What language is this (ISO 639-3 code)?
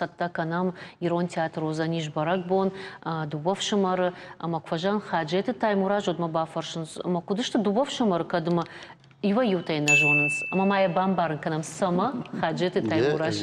oss